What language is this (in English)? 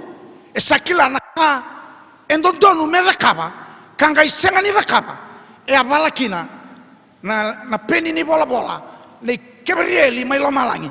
Fijian